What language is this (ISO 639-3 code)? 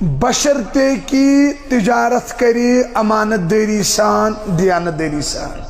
kas